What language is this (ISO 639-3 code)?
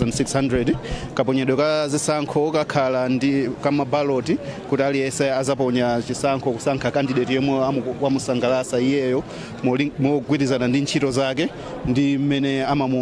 nya